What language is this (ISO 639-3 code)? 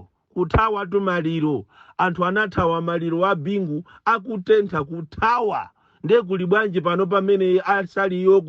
nya